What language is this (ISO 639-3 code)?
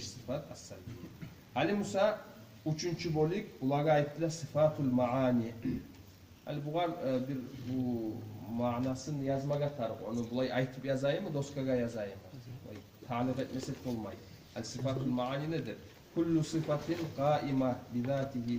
kum